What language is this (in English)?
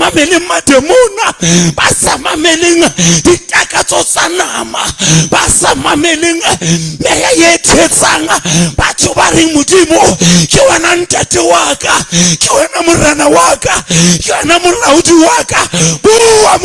Southern Sotho